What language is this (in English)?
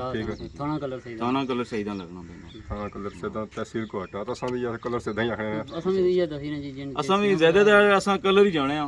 Pahari-Potwari